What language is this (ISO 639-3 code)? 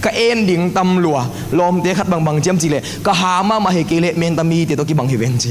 ctd